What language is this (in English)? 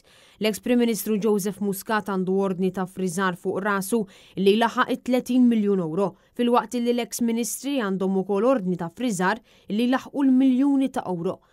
Maltese